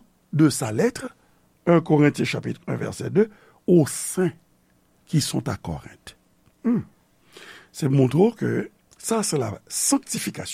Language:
Haitian Creole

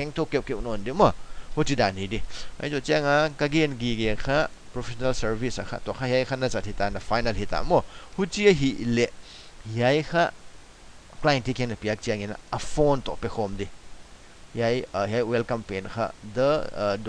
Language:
Paite Chin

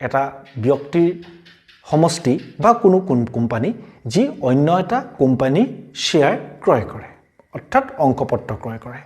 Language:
Assamese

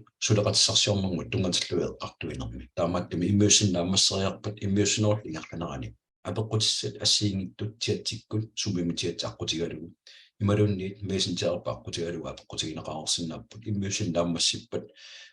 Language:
Kalaallisut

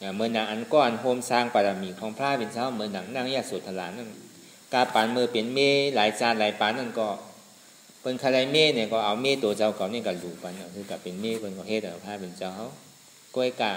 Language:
Shan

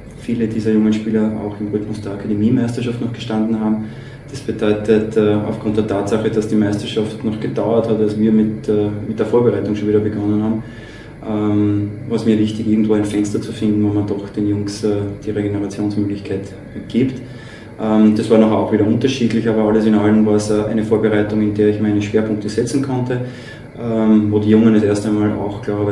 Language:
German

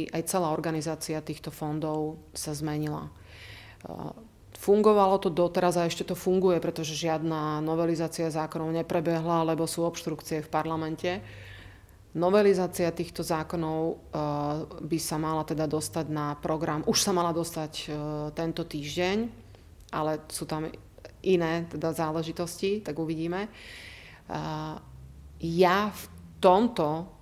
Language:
Slovak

